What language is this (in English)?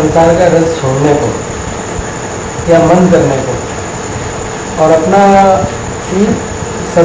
Hindi